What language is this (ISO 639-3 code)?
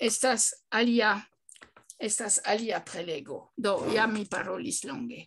epo